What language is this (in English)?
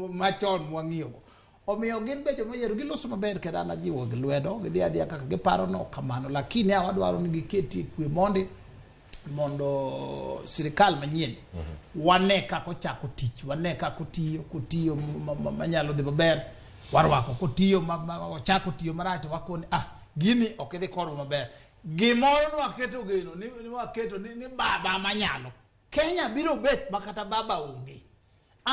Luo (Kenya and Tanzania)